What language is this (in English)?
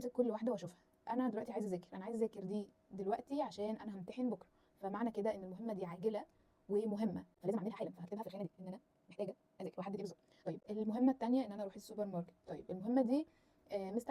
Egyptian Arabic